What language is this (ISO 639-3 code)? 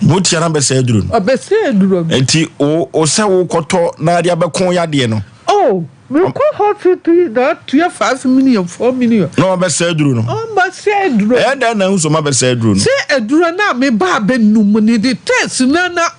aka